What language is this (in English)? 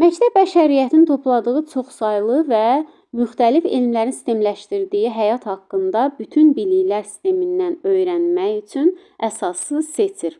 Azerbaijani